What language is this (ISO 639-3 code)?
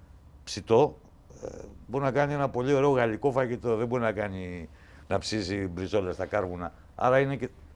ell